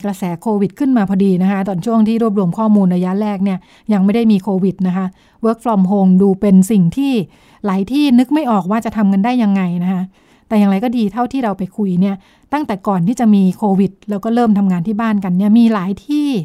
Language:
Thai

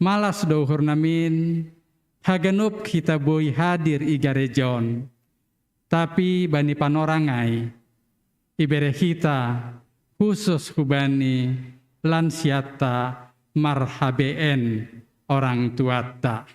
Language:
Batak Simalungun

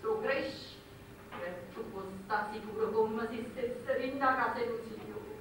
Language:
Neapolitan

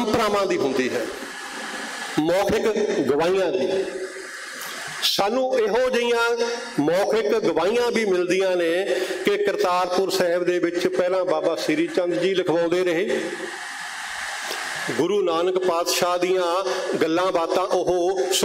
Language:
Punjabi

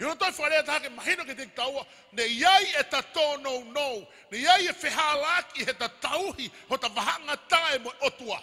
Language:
Tongan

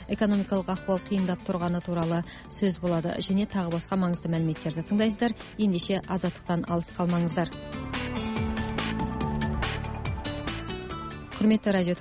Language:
Kazakh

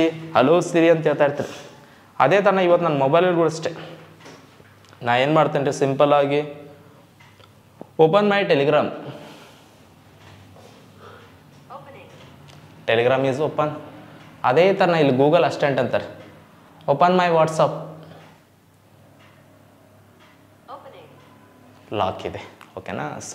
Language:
Kannada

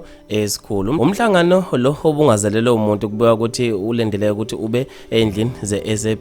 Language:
Zulu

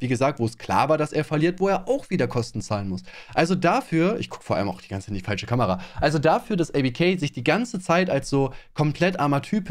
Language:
German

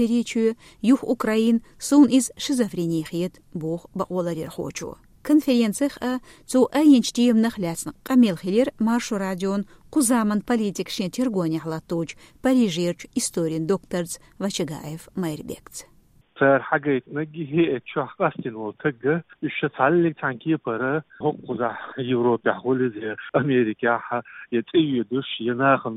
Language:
Chechen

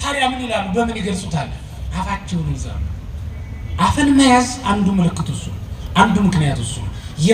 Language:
Amharic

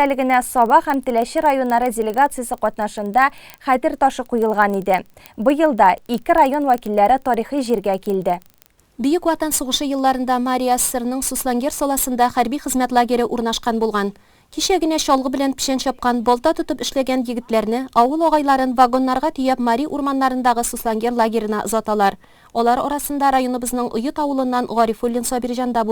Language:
Tatar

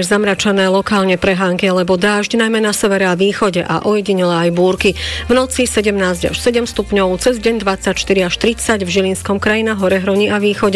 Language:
Slovak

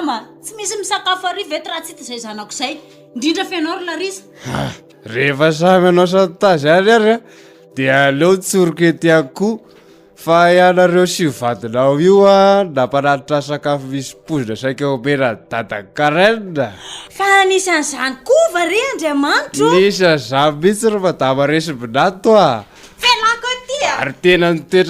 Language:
Malagasy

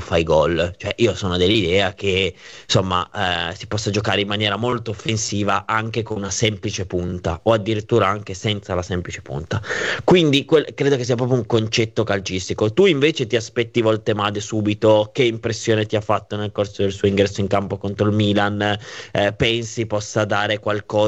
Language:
Italian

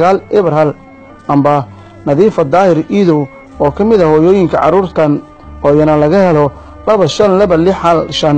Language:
Somali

